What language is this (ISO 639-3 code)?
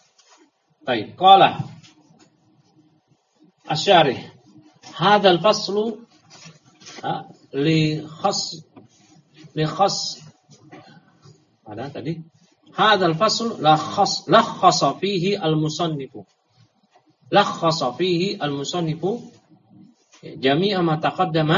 ind